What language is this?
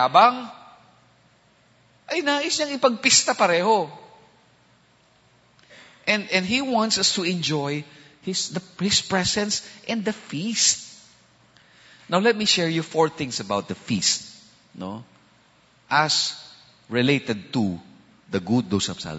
Filipino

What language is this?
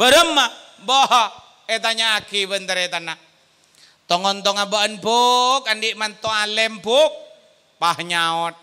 Madurese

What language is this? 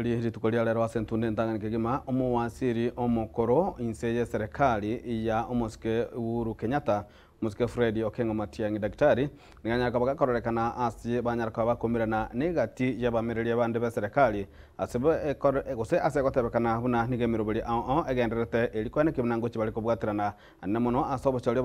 Gusii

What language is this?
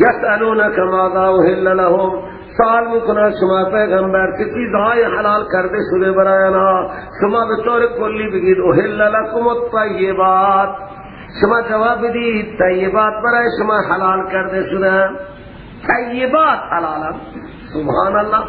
Persian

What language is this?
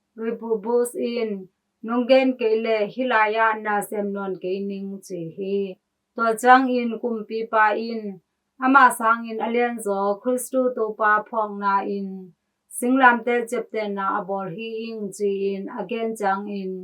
Tedim Chin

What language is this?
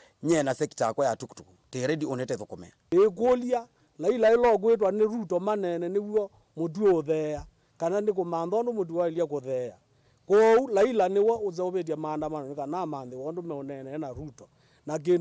Kamba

